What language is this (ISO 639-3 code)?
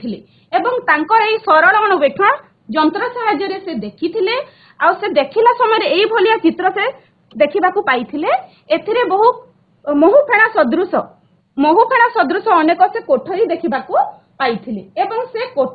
ori